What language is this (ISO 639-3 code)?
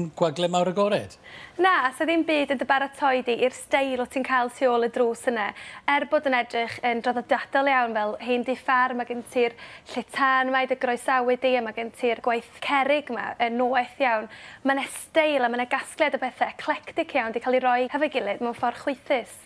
cym